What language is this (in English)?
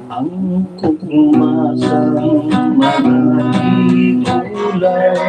Hiligaynon